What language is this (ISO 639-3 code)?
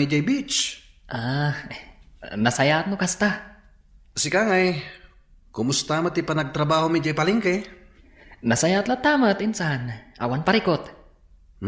ilo